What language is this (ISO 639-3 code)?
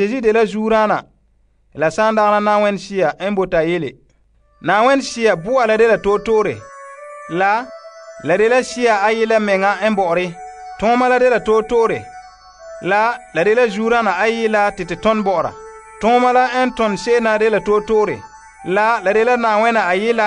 gur